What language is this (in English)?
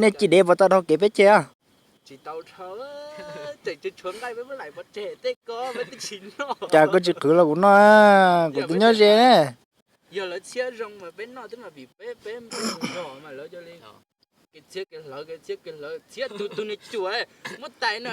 Hmong